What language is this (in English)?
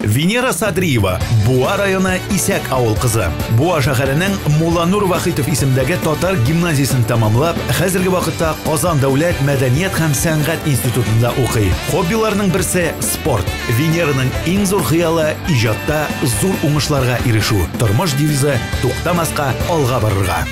Tatar